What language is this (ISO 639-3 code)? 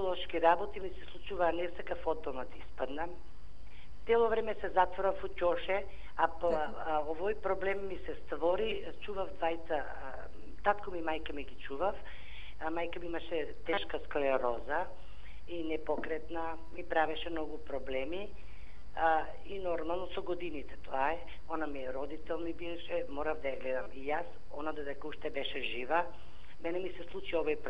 mkd